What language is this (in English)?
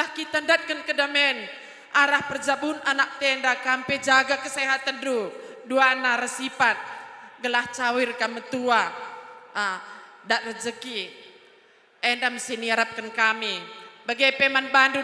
Batak Karo